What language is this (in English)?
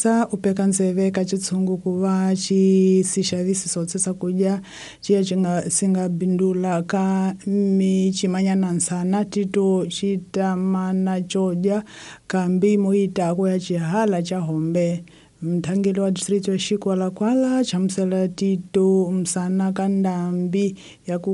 Tsonga